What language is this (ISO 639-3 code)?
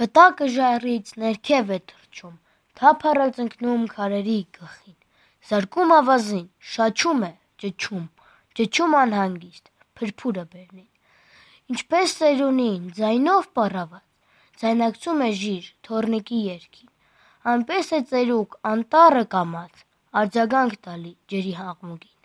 hye